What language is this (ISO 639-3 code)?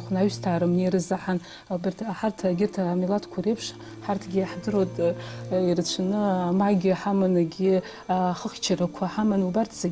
abk